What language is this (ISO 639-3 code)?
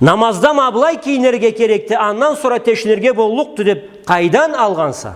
krc